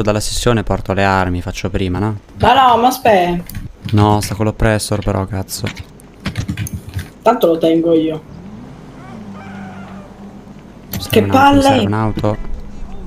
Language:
Italian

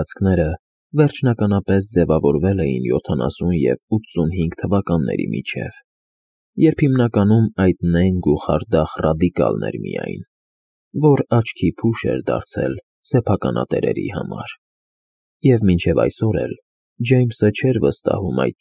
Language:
Armenian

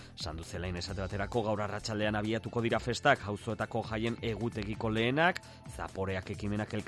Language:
Basque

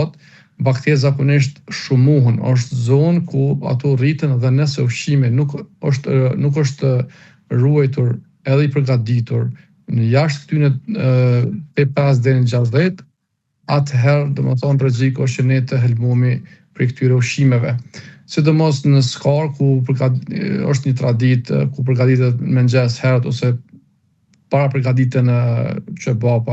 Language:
Albanian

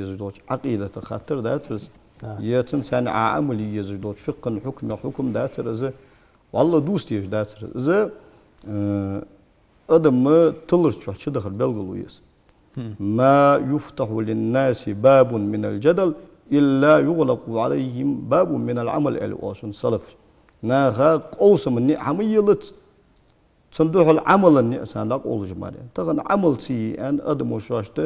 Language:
Ingush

